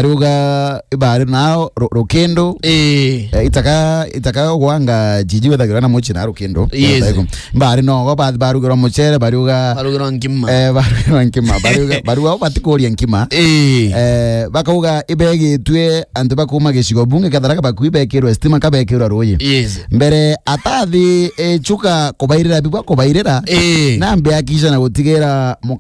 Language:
Meru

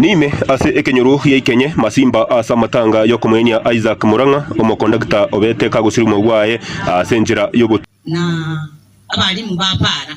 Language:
Gusii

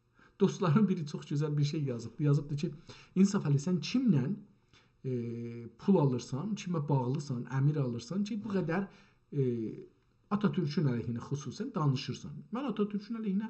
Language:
South Azerbaijani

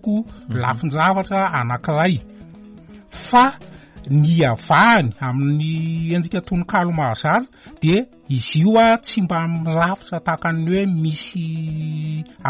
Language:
Malagasy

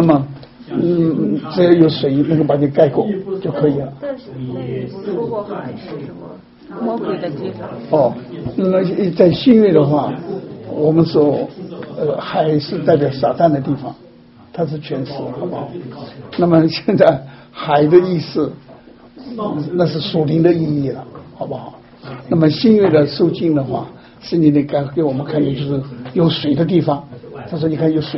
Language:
Chinese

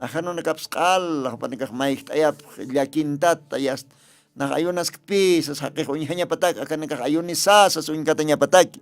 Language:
Aymara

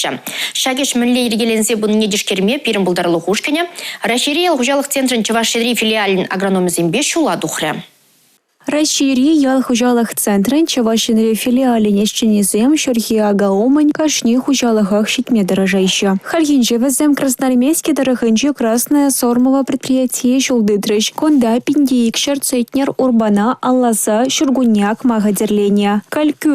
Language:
Chuvash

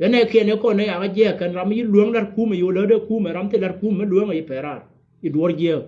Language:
Nuer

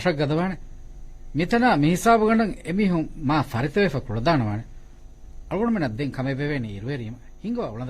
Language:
Divehi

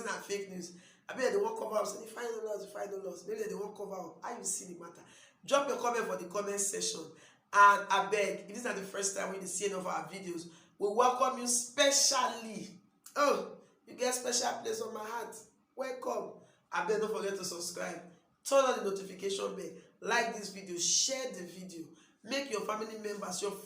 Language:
Nigerian Pidgin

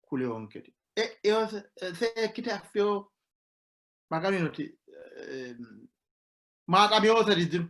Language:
Sidamo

